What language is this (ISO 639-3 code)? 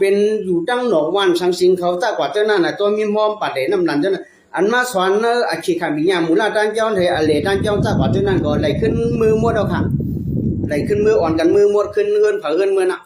shn